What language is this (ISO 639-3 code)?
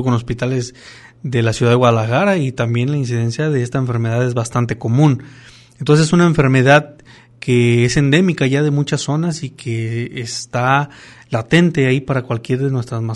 spa